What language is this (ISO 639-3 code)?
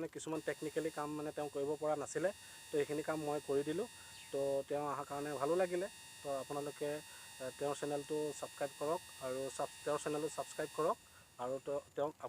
asm